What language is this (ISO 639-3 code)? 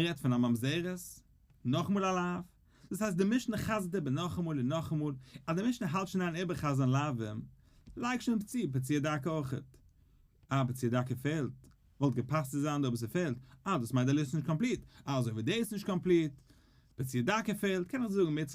yid